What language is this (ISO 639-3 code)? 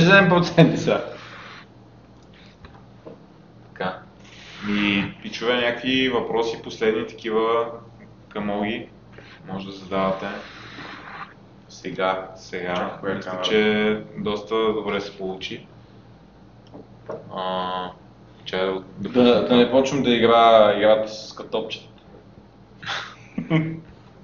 bul